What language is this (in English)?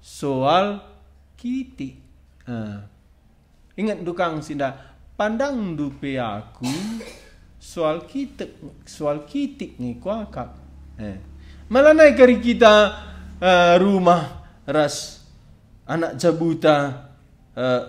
Batak Karo